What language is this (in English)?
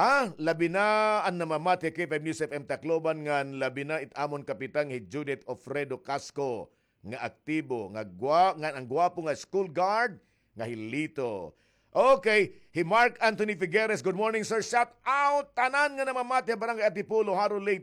Waray